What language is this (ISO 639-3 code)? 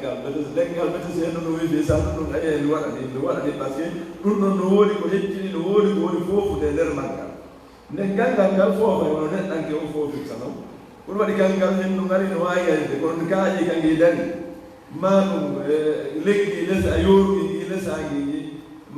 ful